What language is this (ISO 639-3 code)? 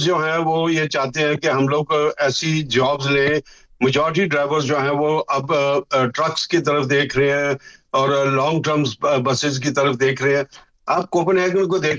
urd